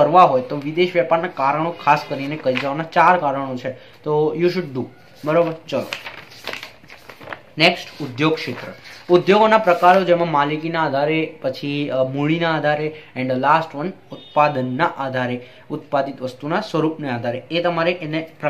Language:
Gujarati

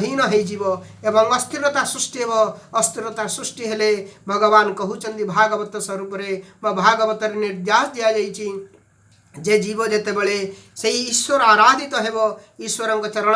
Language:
Odia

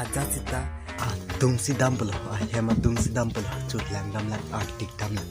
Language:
Karbi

